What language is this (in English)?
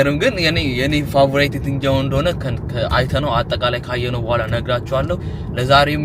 Amharic